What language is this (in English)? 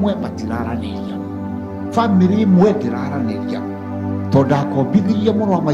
Kikuyu